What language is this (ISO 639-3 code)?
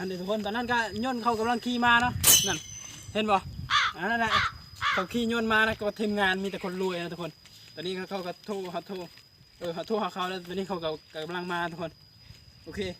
lao